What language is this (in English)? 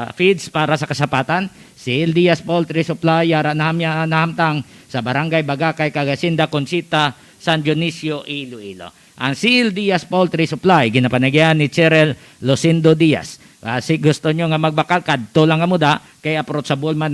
Hiligaynon